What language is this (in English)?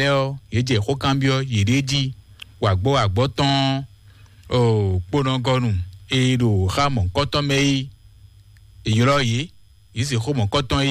Fon